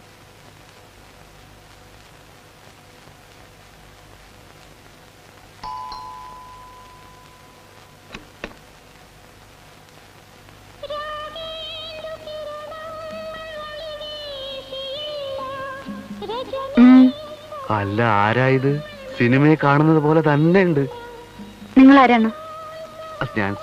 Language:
Malayalam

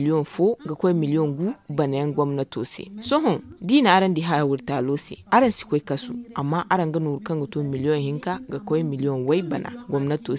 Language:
Zarma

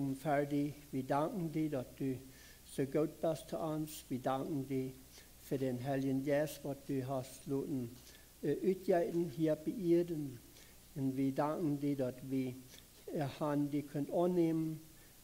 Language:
Plautdietsch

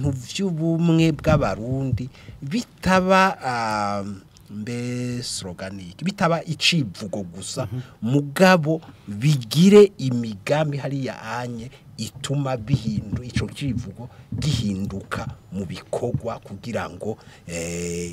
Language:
Rundi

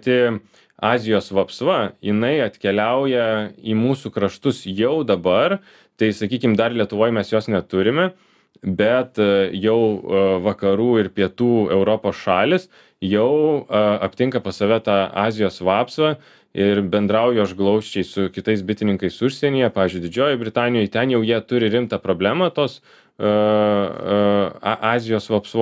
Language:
Lithuanian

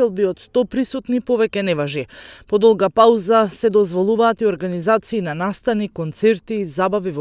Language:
Macedonian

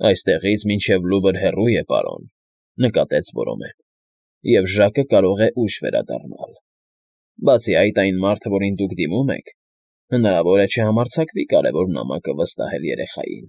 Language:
Armenian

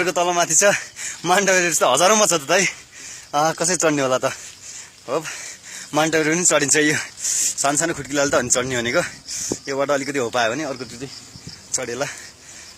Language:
Nepali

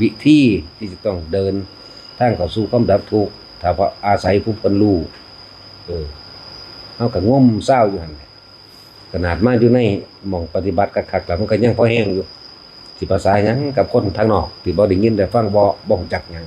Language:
Northeastern Thai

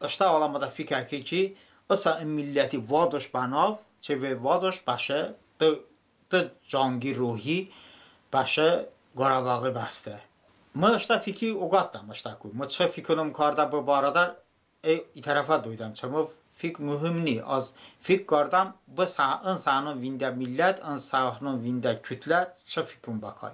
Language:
Talysh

